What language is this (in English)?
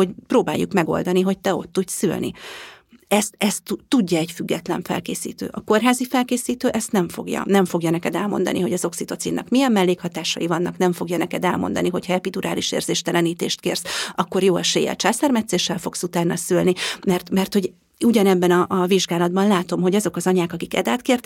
Hungarian